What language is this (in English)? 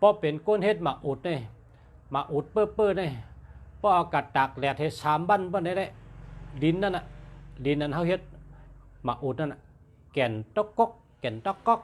Shan